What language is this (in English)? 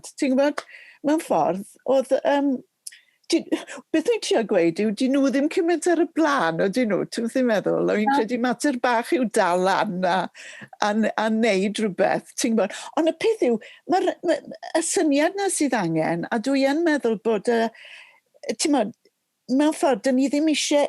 Welsh